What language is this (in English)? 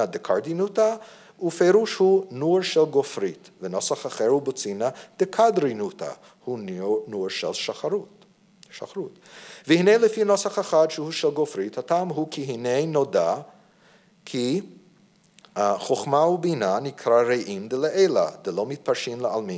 Hebrew